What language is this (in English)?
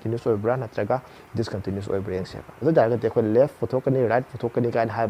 Manipuri